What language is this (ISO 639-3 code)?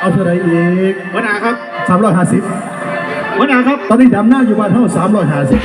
tts